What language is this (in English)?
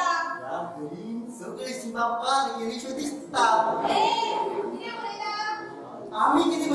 Konkani